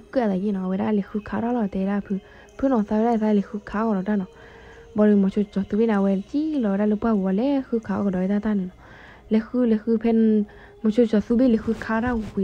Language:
S'gaw Karen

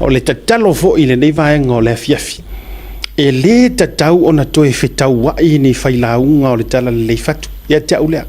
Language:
Samoan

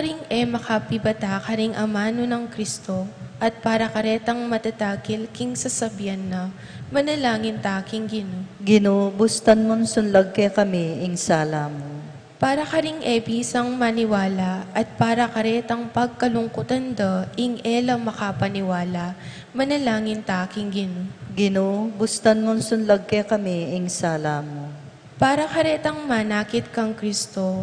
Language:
Pampanga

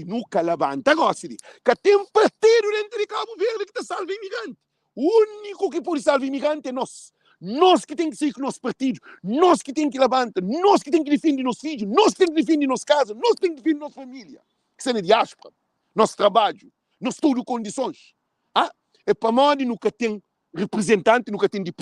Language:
Kabuverdianu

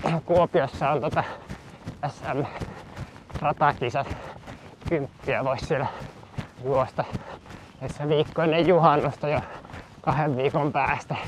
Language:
Finnish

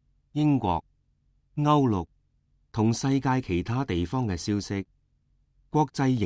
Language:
Cantonese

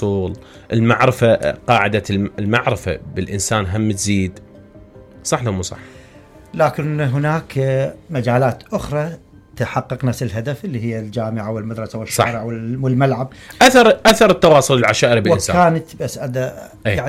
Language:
Mesopotamian Arabic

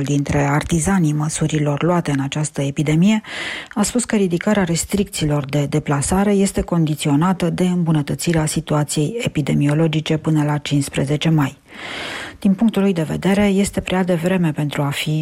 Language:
Romanian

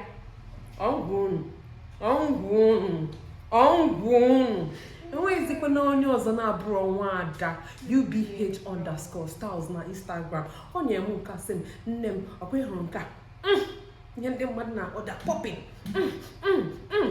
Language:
Igbo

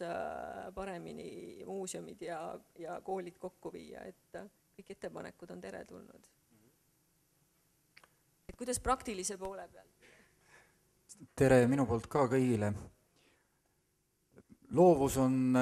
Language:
Estonian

